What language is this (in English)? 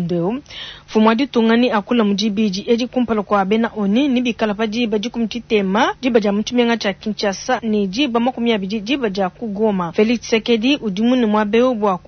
Luba-Lulua